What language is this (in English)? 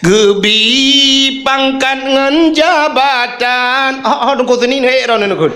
Achinese